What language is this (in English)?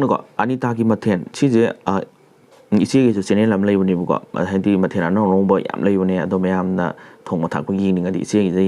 Manipuri